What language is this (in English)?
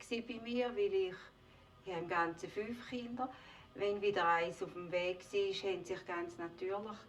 Swiss German